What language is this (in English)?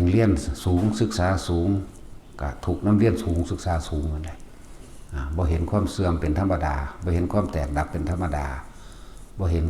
Northeastern Thai